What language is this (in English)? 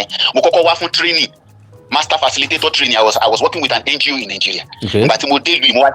Yoruba